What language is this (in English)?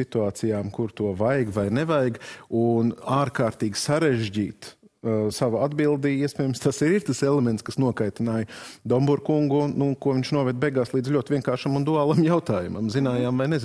Latvian